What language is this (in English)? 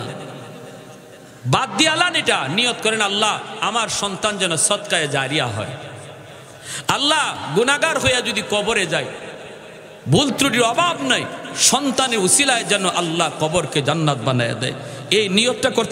Bangla